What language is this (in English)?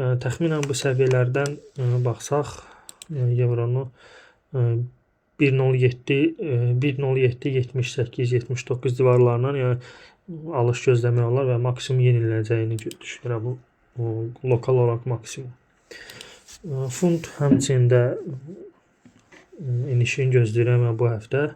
Azerbaijani